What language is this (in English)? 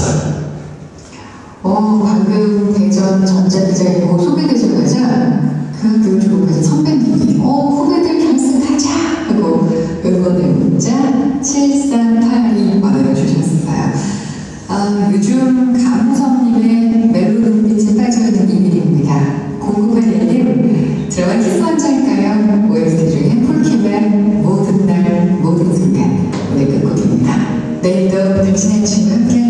Korean